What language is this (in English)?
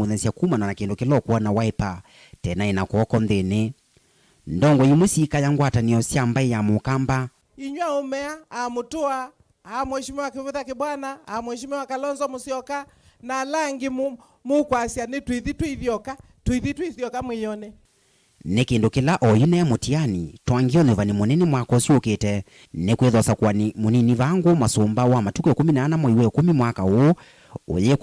Kamba